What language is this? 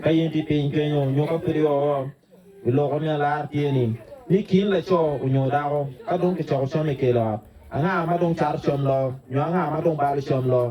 Acoli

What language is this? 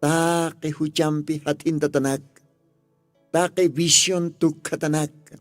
Aymara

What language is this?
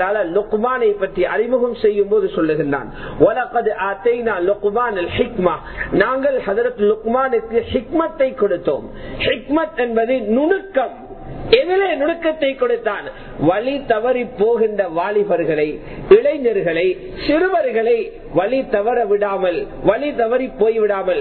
Tamil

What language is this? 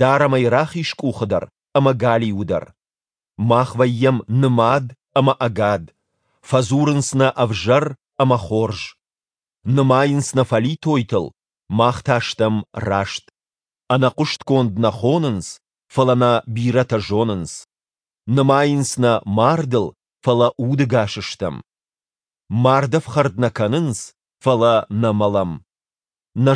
Ossetic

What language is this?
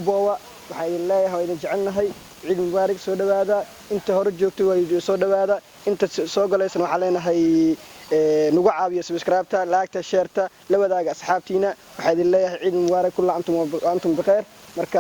Somali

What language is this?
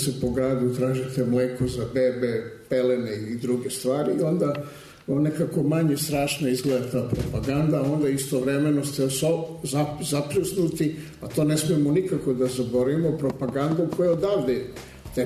Serbian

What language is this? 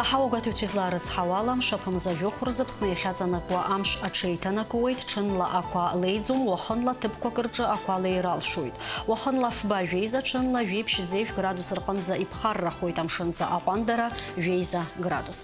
Abkhazian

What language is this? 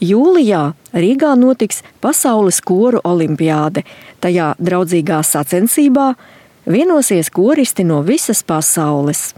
Latvian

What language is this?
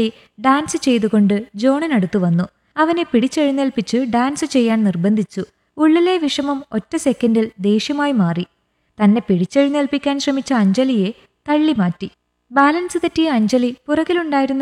Malayalam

